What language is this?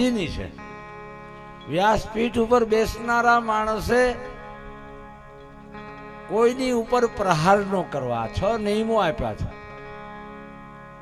Gujarati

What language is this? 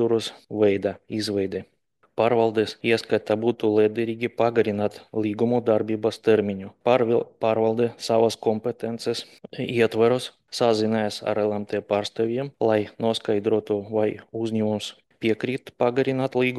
Latvian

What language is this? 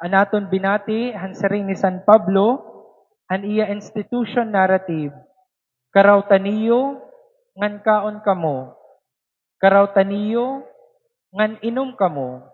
Waray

